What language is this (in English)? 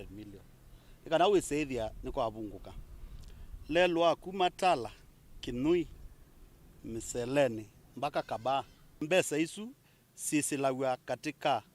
Kamba